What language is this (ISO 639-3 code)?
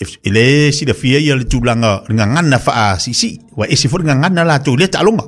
smo